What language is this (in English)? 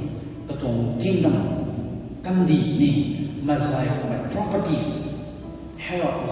Rongmei Naga